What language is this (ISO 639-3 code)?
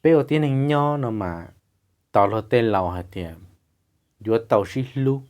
hmn